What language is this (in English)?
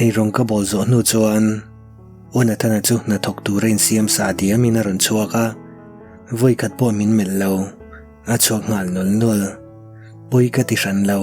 Mizo